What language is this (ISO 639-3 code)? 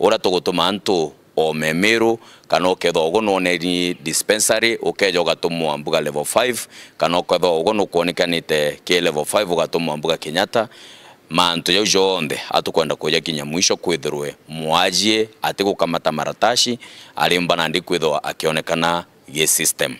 mer